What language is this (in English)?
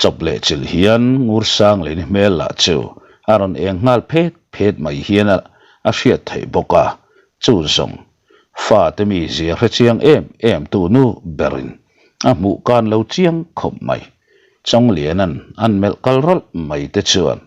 Mizo